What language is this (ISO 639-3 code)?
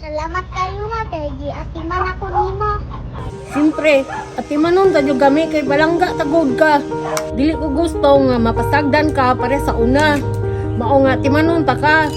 ceb